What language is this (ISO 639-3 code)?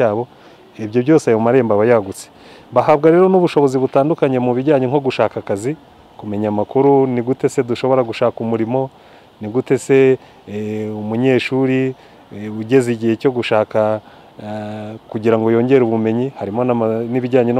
kin